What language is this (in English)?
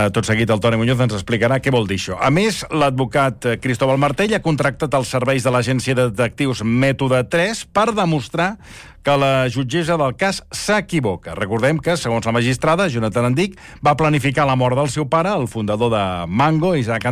Catalan